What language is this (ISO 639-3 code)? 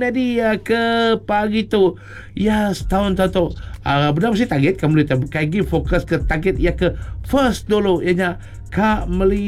iba